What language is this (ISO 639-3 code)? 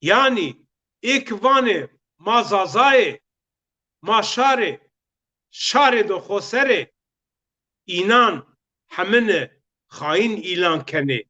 zza